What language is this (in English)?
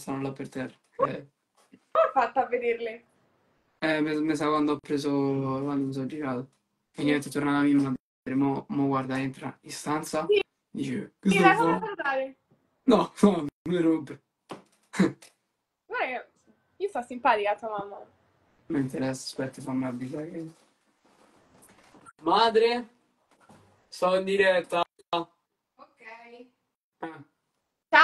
Italian